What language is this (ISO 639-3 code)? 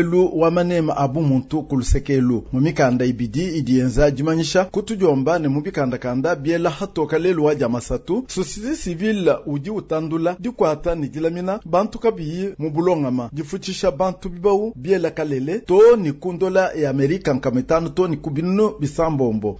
lua